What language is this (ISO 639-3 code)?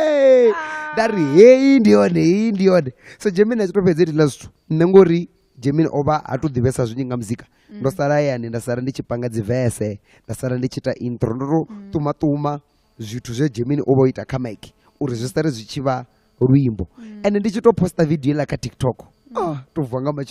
ven